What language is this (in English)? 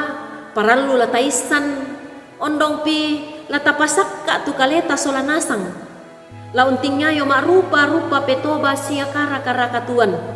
Toraja-Sa'dan